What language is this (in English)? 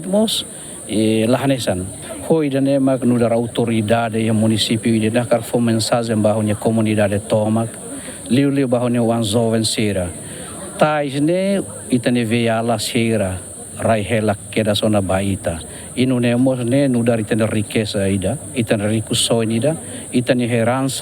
Tetum